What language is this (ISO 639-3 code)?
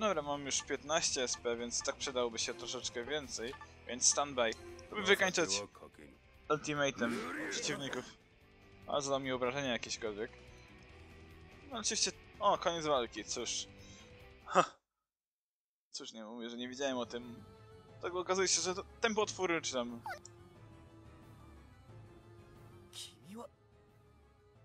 pol